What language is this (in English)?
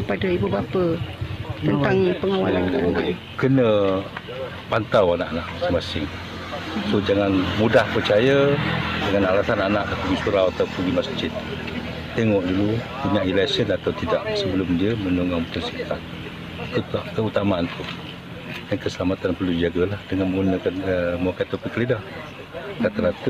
Malay